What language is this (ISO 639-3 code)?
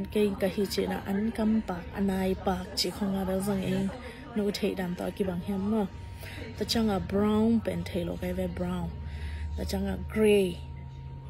ctd